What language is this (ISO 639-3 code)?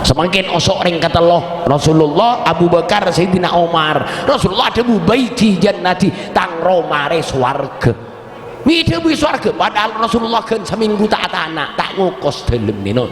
mad